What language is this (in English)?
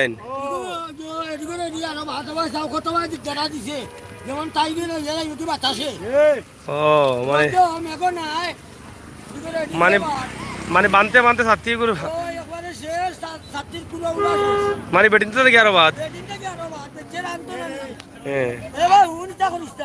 Sylheti